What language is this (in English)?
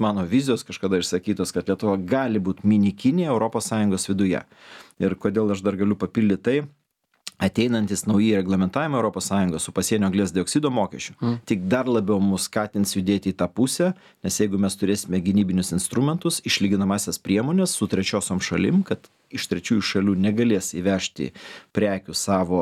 Lithuanian